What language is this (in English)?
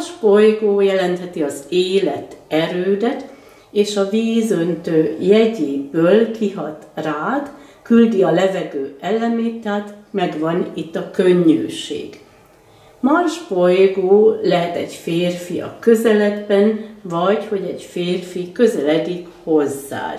Hungarian